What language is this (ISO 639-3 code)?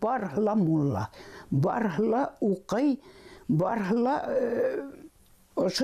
bak